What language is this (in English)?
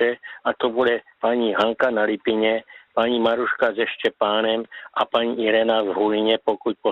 Czech